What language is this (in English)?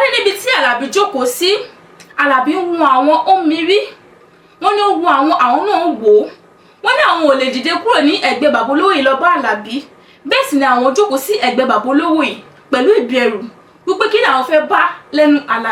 Yoruba